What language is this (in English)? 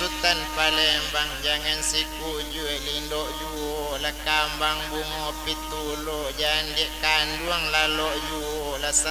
Minangkabau